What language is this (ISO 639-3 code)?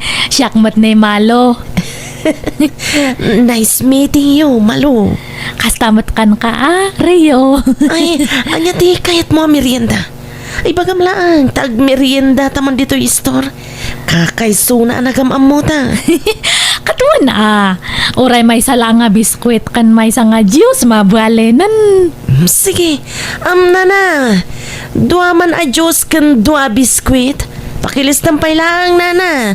ilo